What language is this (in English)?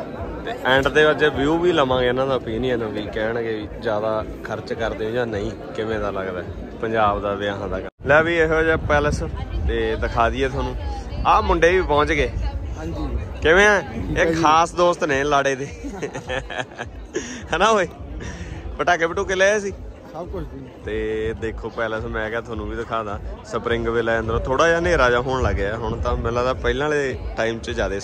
Punjabi